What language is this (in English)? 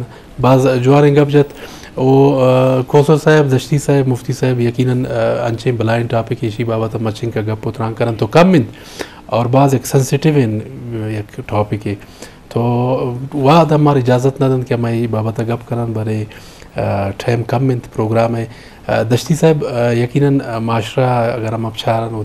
Eastern Balochi